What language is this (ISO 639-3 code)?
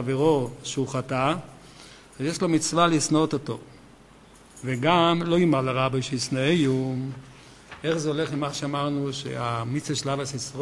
heb